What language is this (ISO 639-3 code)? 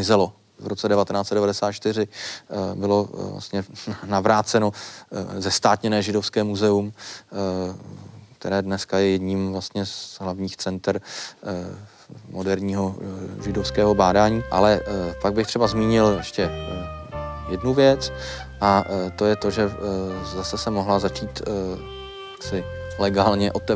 ces